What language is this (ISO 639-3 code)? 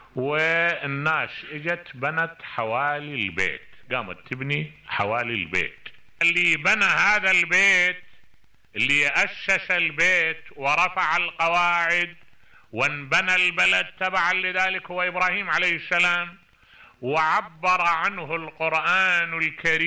acm